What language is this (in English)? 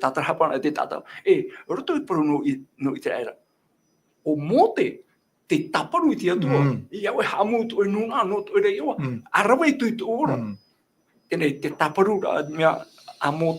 Tahitian